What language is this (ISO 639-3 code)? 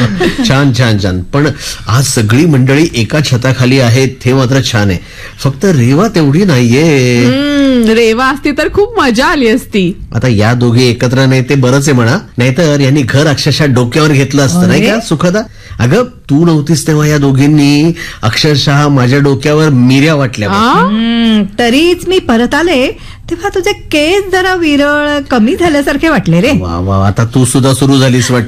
mar